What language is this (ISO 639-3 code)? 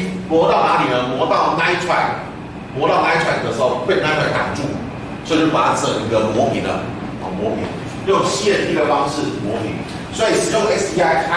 zho